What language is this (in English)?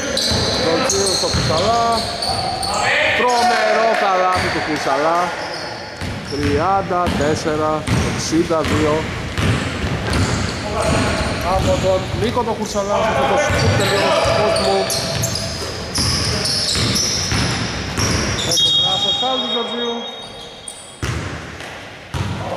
Greek